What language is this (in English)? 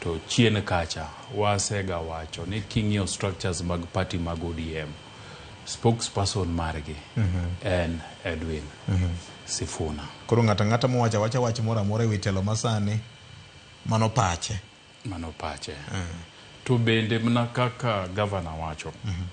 Luo (Kenya and Tanzania)